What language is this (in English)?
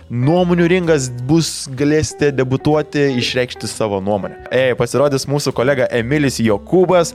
Lithuanian